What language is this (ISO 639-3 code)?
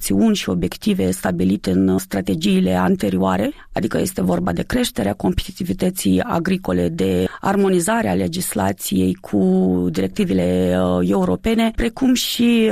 ron